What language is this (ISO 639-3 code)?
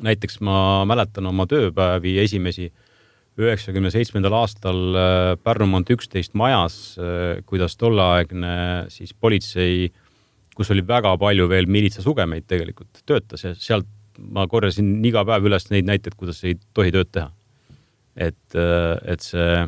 est